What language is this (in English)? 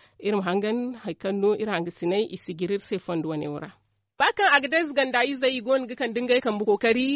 Zarma